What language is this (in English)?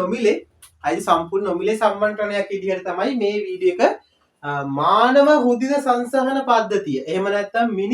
Sinhala